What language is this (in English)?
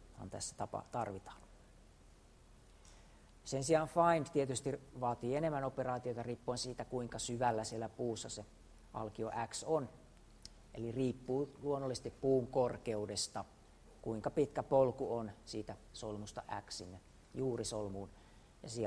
Finnish